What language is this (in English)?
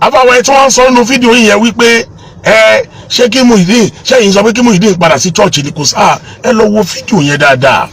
Yoruba